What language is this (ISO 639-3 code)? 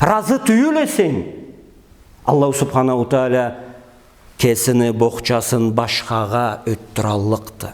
krc